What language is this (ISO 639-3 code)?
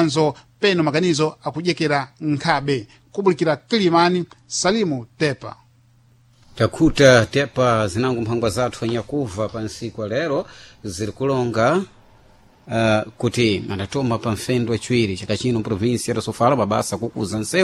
seh